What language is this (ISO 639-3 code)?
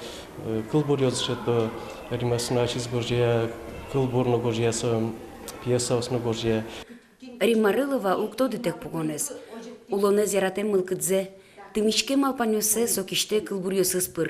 udm